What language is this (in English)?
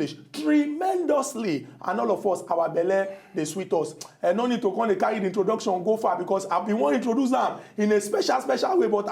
Nigerian Pidgin